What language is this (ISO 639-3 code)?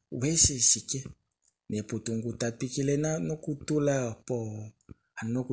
kua